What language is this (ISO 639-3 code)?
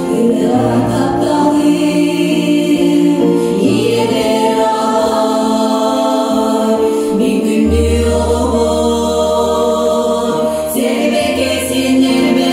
sah